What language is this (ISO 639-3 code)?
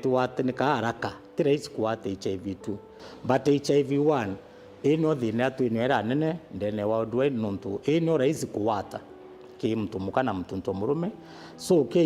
mer